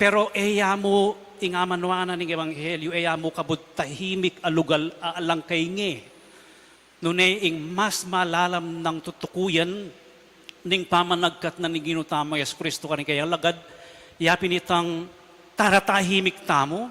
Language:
Pampanga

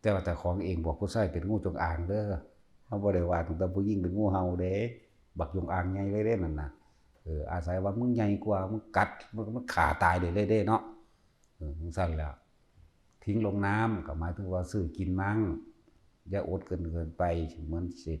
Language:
Northeastern Thai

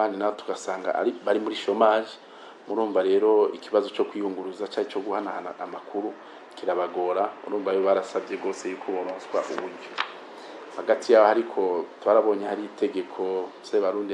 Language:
Rundi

